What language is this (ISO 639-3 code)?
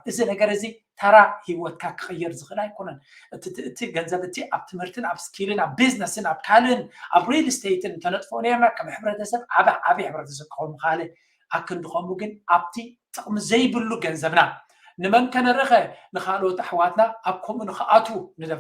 tir